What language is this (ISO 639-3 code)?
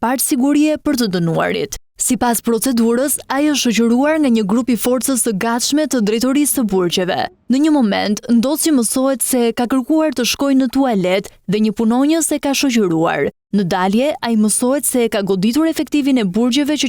sqi